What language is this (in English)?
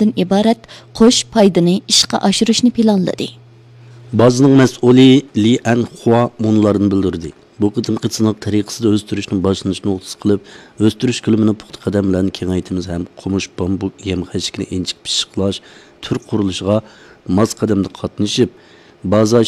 Uyghur